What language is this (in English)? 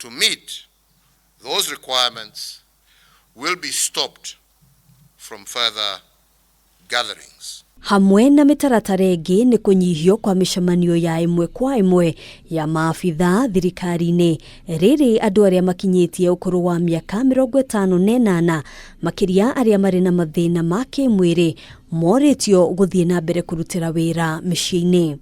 Kikuyu